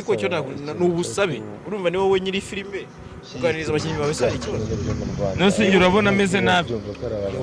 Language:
Kinyarwanda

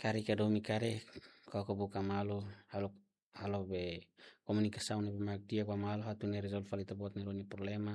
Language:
Tetum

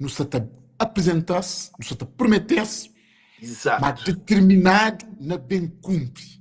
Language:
Kabuverdianu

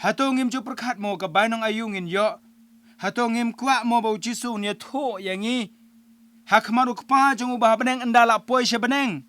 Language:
Khasi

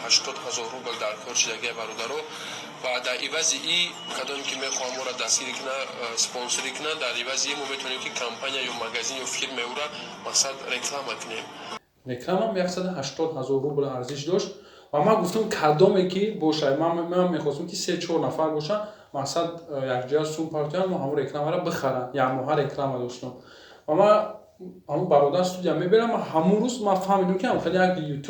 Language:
Tajik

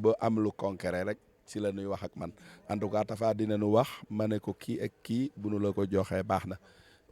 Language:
Wolof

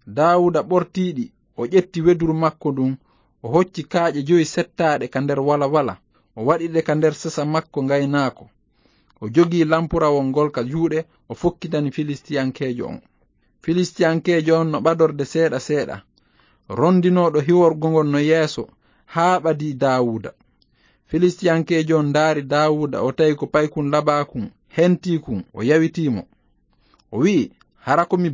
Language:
Fula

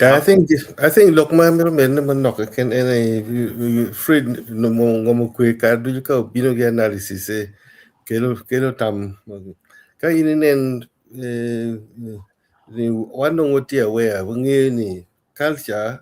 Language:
Acoli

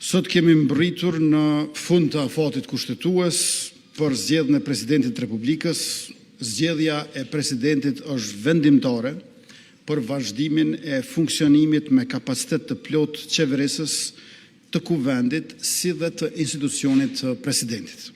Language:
Albanian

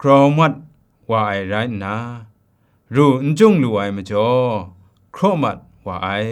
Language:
Kachin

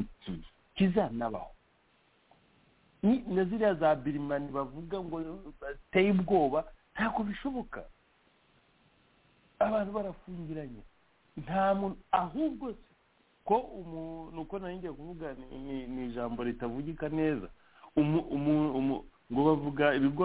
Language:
Kinyarwanda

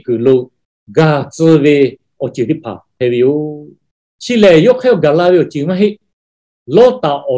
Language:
Lahu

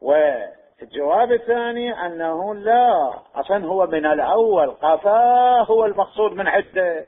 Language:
Mesopotamian Arabic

